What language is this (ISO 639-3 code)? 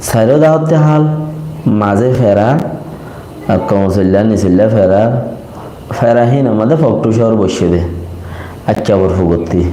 rhg